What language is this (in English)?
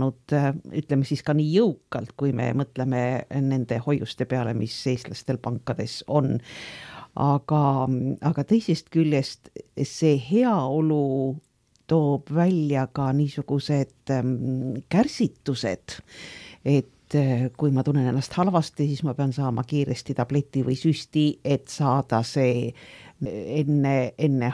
Estonian